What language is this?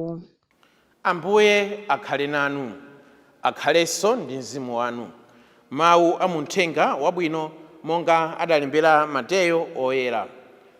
Nyanja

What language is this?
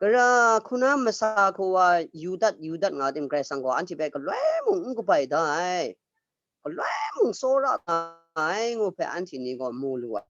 Kachin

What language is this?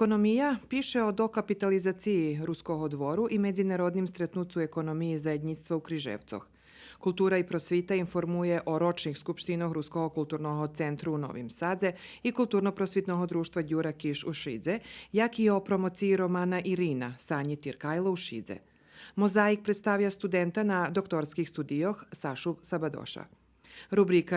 Rusyn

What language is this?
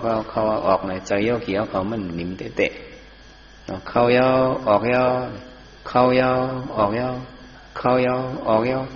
Shan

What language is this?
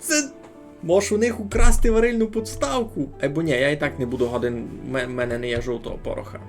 Rusyn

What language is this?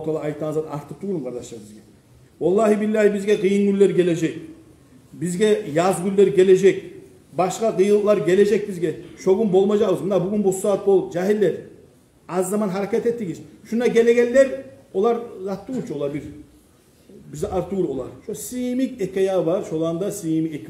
Kumyk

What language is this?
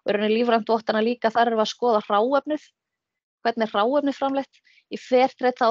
Icelandic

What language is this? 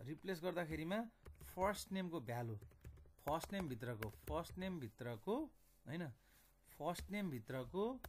Nepali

